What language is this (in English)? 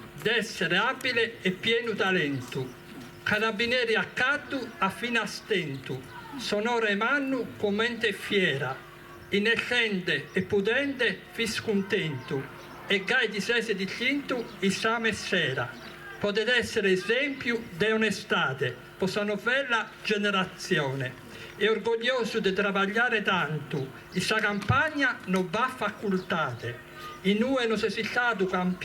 Sardinian